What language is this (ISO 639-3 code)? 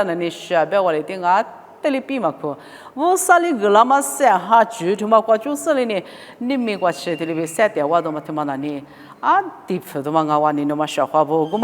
lis